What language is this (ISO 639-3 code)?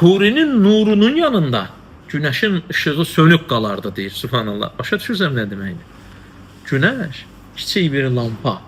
aze